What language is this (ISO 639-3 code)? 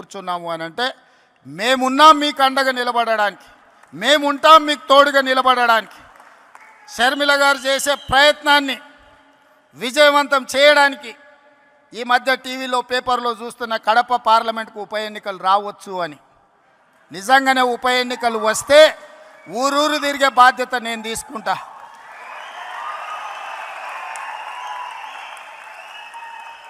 tel